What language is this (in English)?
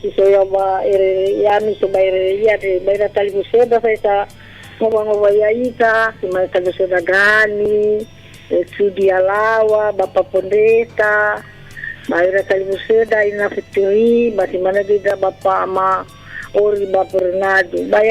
Nias